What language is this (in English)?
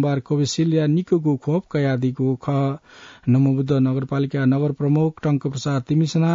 Newari